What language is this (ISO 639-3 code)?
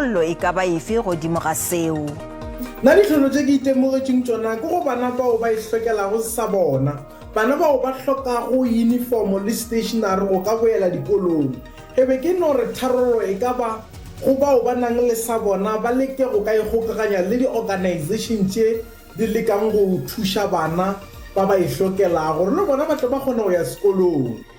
nso